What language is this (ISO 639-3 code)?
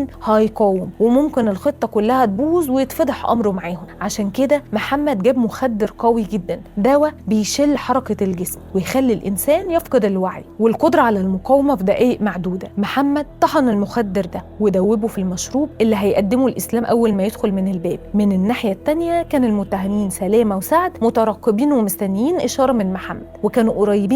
arz